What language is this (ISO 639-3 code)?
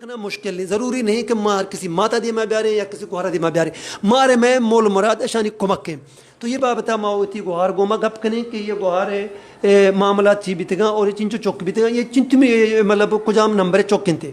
bal